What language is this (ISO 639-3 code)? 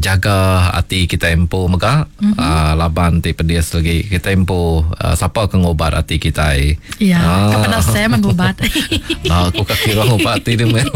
iba